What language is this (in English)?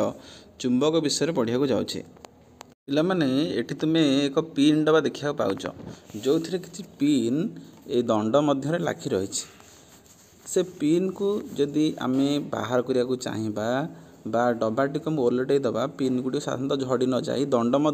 Odia